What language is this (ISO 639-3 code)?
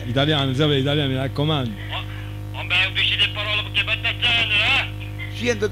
nap